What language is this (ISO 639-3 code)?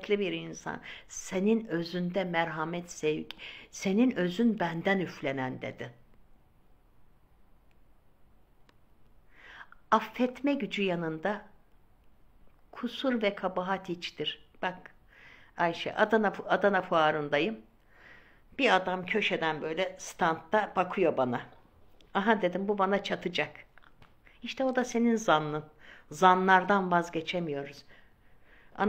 tur